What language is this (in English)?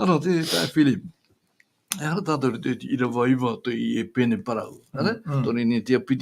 Tahitian